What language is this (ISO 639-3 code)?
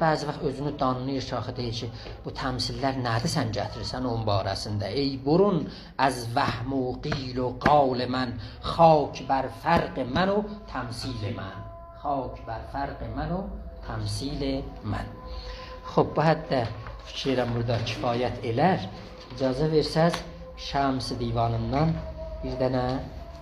azb